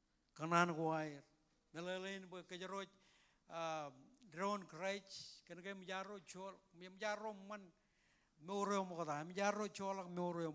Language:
Marshallese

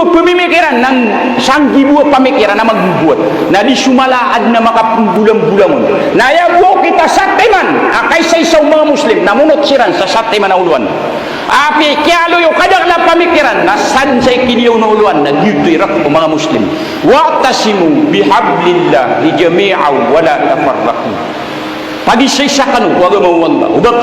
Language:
Maranao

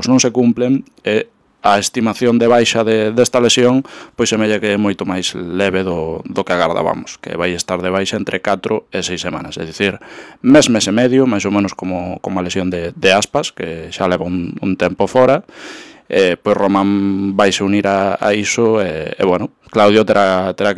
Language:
Galician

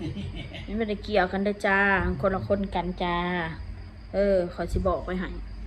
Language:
Northeastern Thai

